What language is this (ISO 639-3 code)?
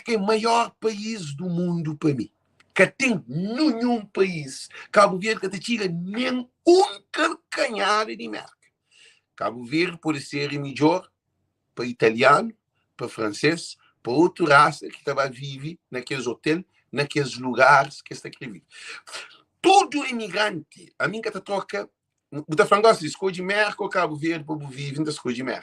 kea